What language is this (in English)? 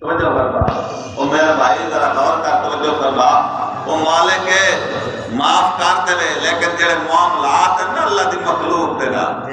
Saraiki